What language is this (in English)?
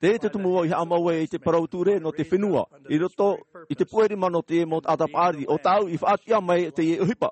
Tahitian